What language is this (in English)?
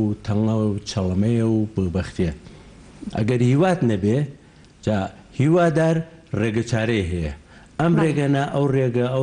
Central Kurdish